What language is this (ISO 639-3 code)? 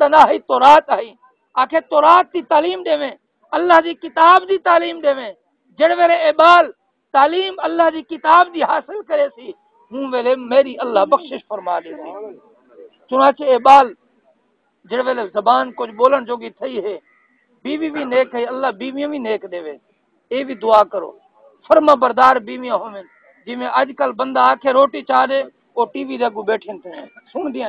skr